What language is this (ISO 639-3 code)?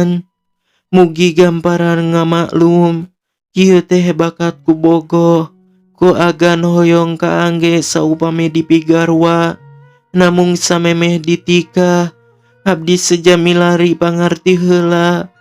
sun